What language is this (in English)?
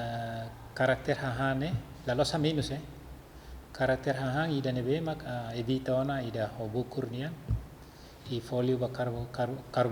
Tetum